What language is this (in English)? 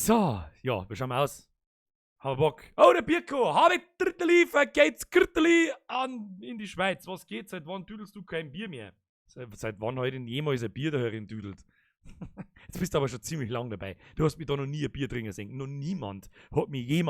Bavarian